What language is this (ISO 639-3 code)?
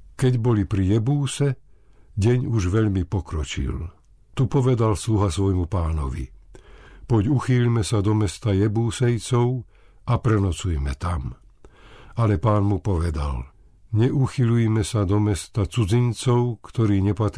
slk